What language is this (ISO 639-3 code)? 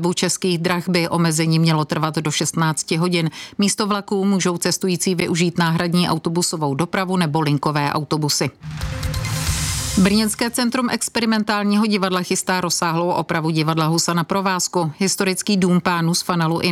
ces